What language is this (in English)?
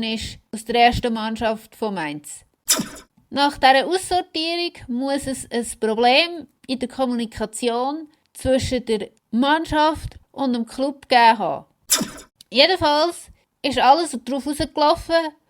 Swiss German